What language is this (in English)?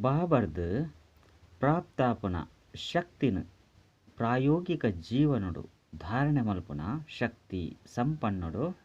Tulu